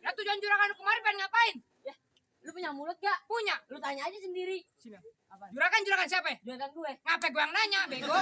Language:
Betawi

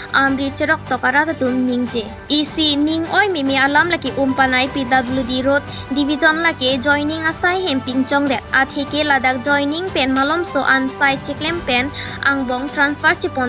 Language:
Karbi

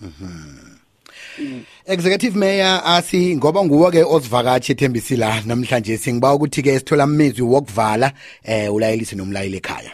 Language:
South Ndebele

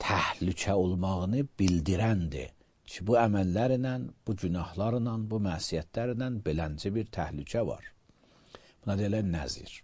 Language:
Azerbaijani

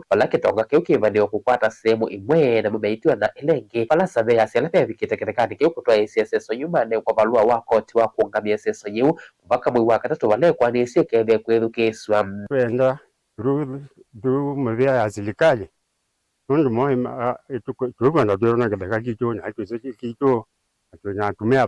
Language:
Kamba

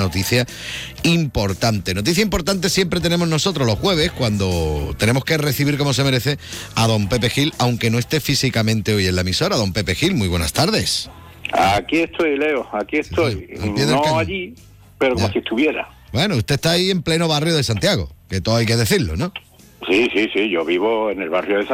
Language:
Spanish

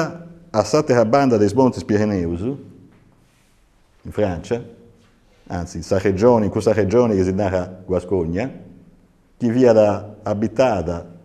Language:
Sardinian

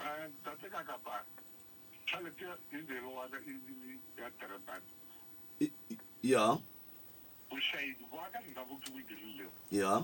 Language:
Northern Sotho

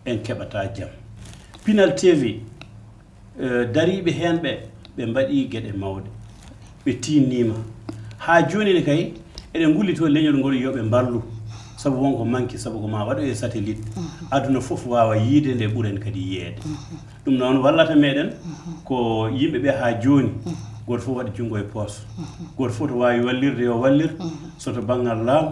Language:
Fula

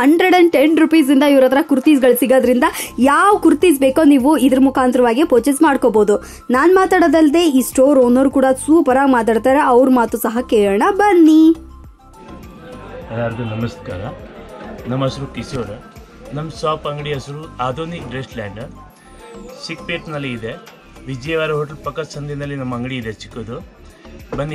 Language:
Kannada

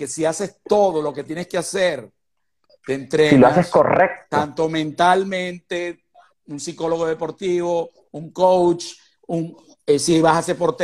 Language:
Spanish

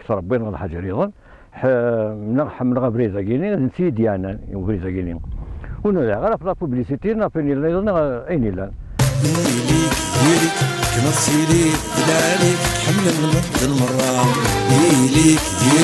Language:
Kabyle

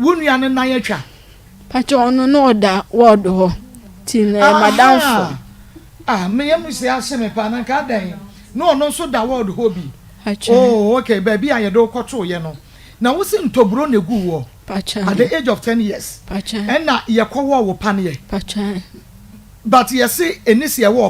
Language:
Akan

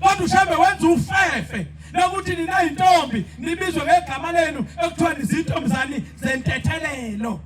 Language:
Zulu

